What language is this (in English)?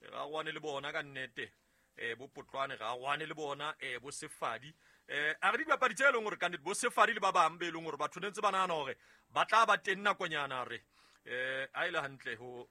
Southern Sotho